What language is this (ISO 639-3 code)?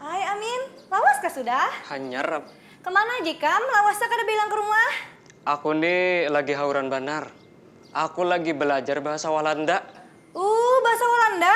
bjn